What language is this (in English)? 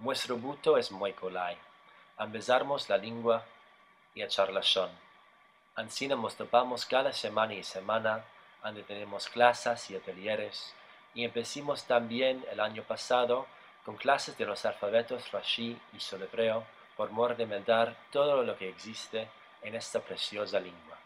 Ladino